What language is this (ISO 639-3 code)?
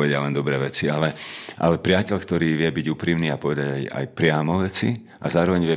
slk